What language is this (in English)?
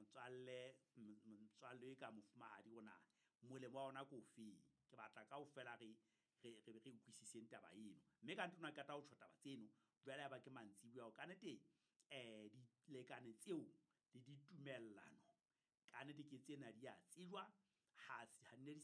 Southern Sotho